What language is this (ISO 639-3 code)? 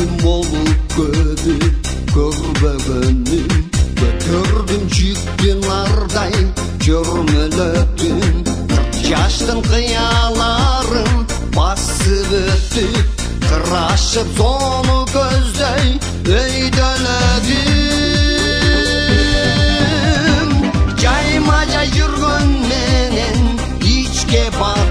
kir